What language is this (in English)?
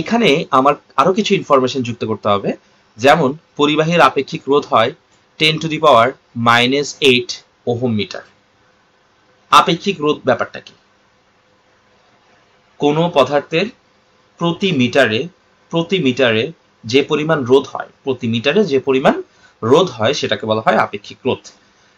Bangla